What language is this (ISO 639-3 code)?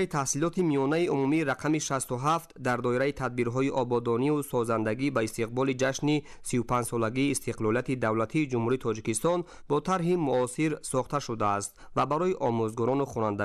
tgk